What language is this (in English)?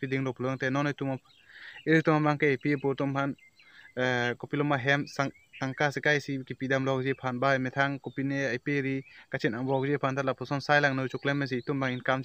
Karbi